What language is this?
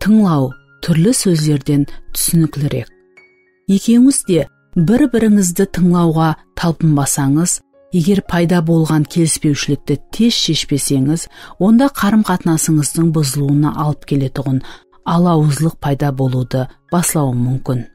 Kara-Kalpak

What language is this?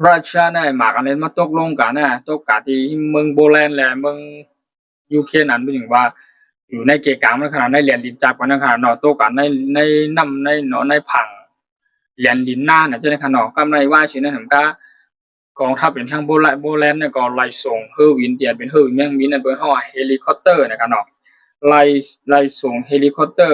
Shan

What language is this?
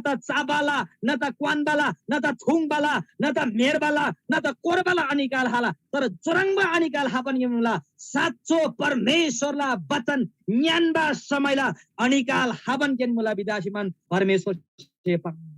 Eastern Tamang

